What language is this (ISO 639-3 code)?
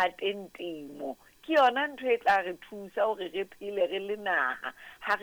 sot